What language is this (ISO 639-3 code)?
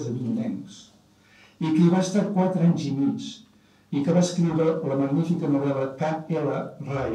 cat